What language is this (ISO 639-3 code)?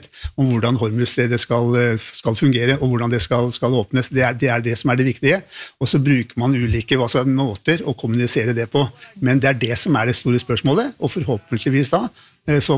nor